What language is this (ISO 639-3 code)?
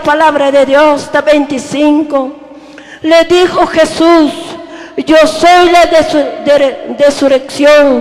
tzo